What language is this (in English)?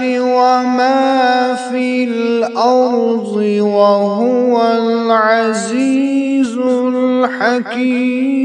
Kashmiri